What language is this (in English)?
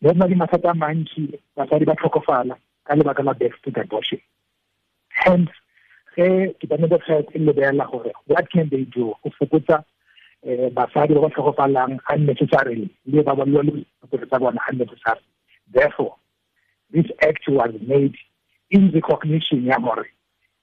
Tswana